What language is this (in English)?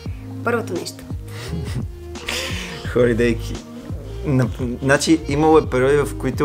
Bulgarian